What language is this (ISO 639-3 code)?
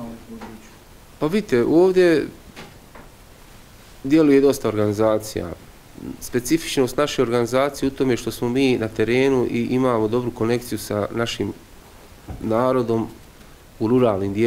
bos